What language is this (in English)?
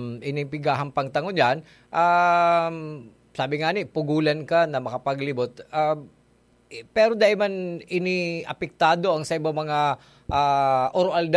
Bikol